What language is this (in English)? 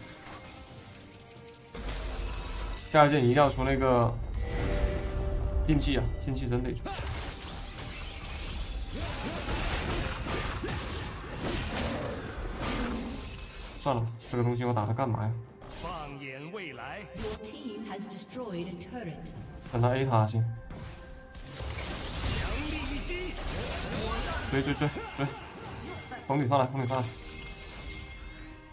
Chinese